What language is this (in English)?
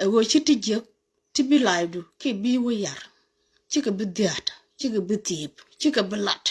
Nuer